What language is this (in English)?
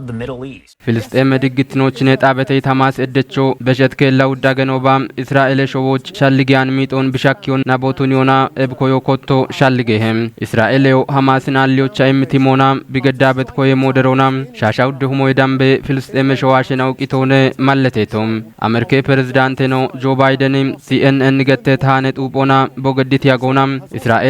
Kafa